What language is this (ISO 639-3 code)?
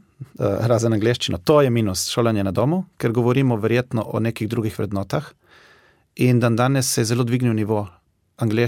slv